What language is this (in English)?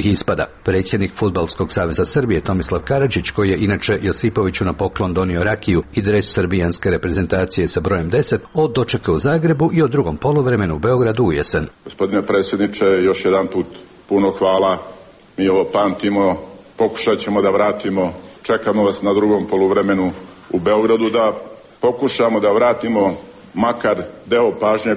Serbian